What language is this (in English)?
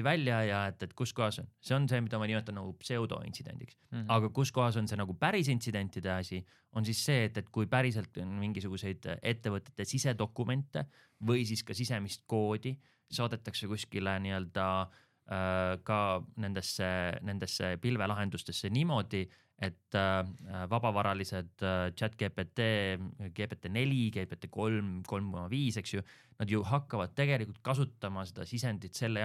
Estonian